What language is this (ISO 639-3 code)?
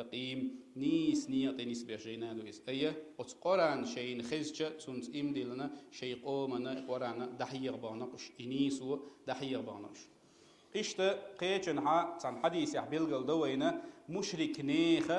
che